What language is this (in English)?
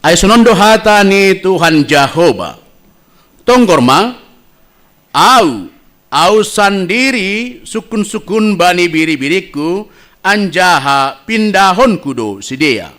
Batak Simalungun